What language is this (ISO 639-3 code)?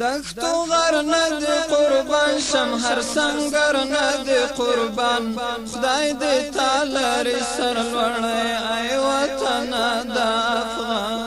pus